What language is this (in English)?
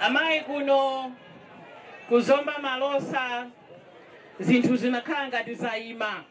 Nyanja